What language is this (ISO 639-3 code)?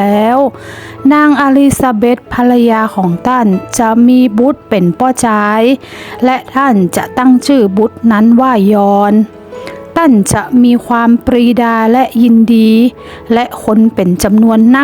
nod